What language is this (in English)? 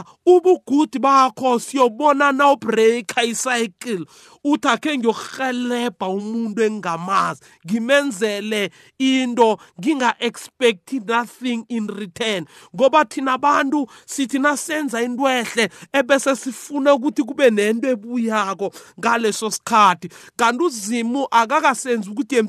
South Ndebele